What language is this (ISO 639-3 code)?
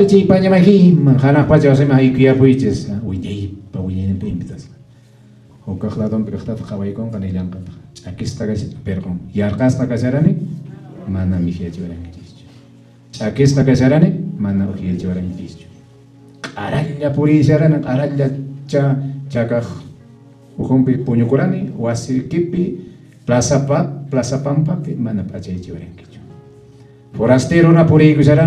que